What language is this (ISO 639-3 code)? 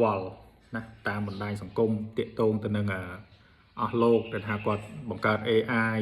khm